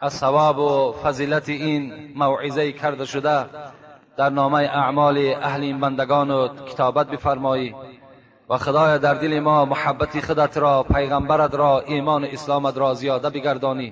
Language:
Tajik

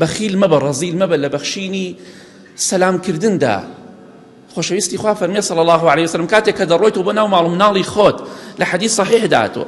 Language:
Central Kurdish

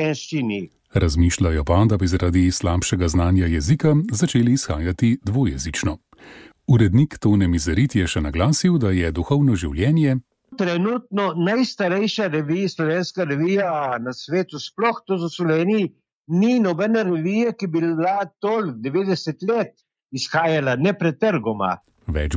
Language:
Slovenian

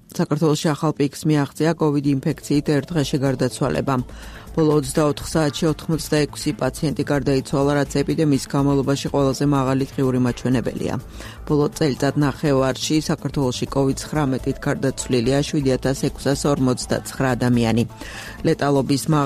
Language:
Georgian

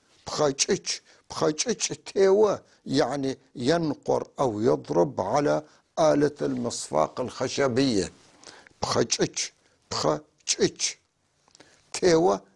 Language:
North Levantine Arabic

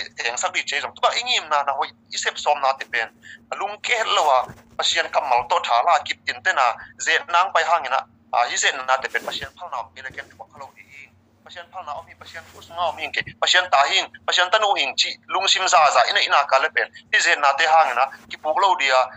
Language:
Tedim Chin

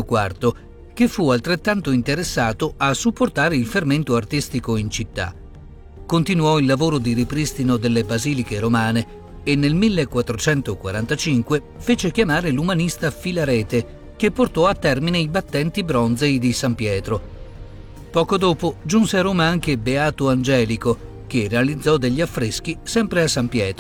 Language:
Italian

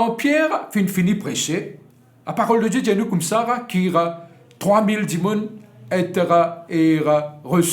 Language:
Morisyen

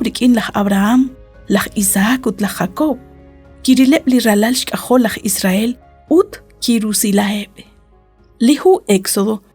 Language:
Kekchí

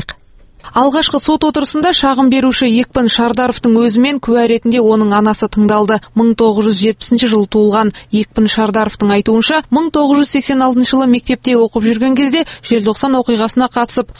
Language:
Kazakh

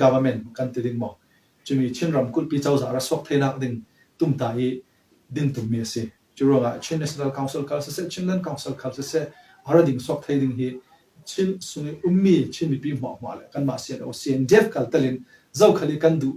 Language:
Falam Chin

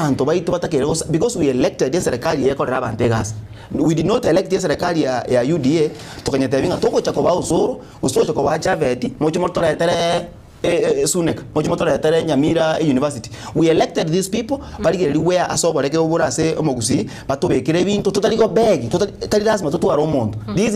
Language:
Gusii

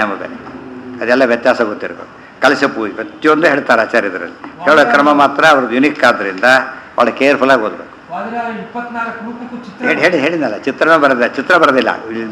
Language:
Kannada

